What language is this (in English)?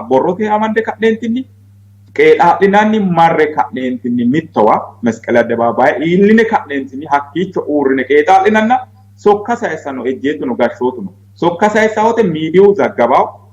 Sidamo